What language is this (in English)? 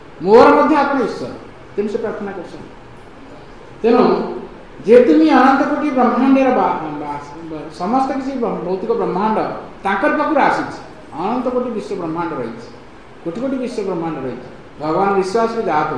Odia